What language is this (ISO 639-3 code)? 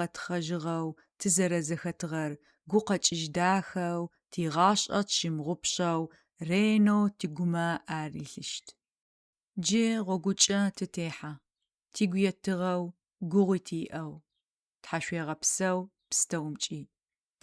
ady